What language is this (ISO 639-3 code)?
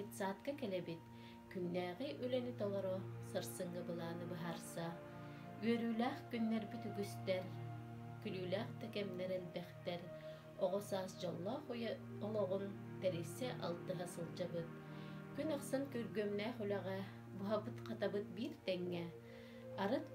sah